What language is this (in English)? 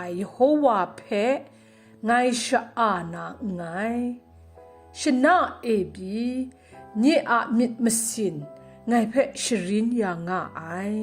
Kachin